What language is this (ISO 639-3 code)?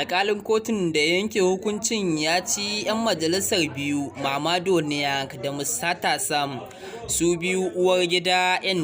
hau